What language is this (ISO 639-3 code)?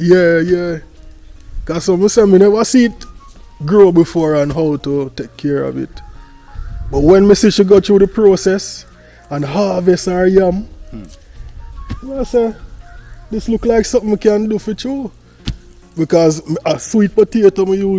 jam